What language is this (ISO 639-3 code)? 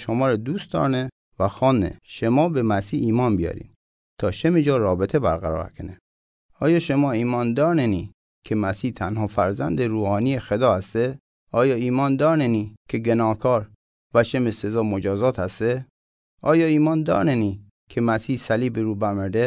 mzn